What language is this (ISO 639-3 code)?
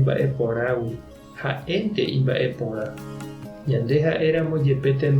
grn